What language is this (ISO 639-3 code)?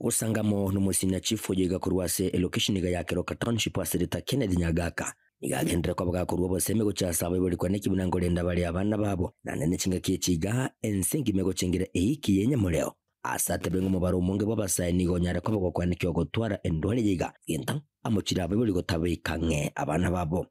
guz